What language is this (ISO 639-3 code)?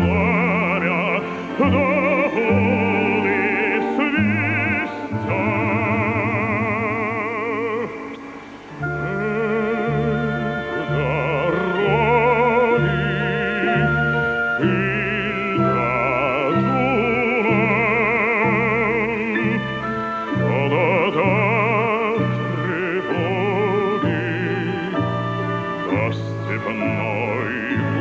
rus